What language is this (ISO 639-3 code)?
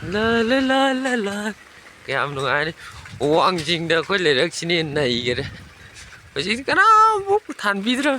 mni